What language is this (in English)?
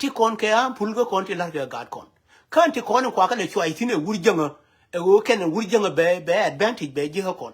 Nuer